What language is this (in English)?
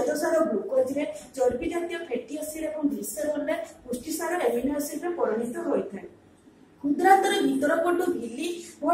Odia